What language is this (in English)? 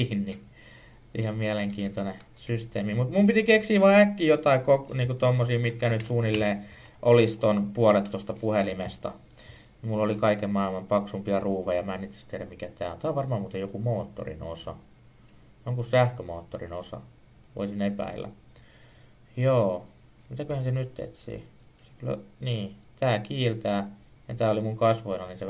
Finnish